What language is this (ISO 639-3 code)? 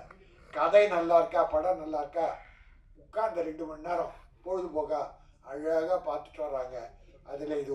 tam